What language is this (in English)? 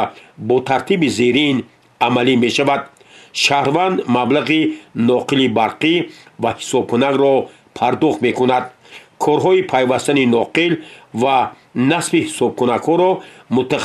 Tajik